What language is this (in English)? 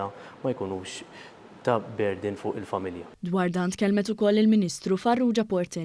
Maltese